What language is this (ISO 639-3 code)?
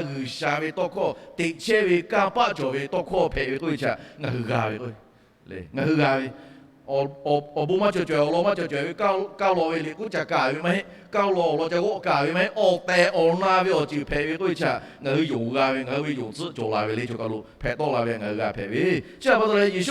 lhu